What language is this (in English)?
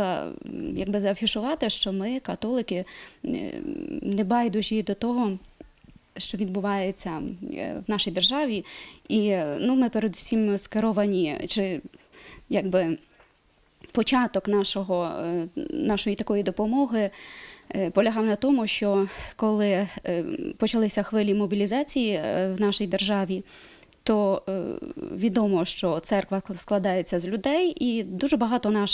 Ukrainian